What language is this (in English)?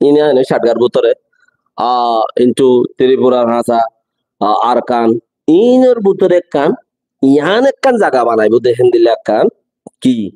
Rohingya